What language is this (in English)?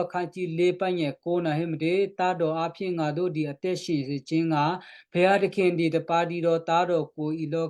Western Kayah